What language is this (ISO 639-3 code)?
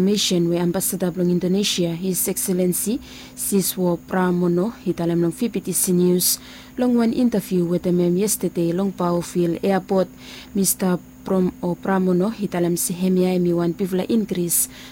bis